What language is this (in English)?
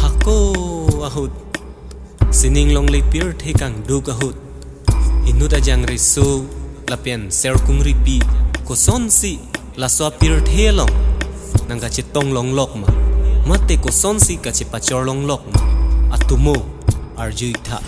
Karbi